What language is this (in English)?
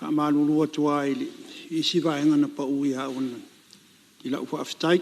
Samoan